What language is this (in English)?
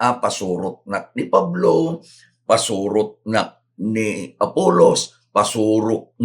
Iloko